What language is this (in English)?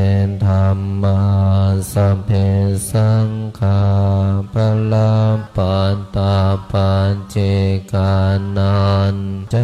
Pali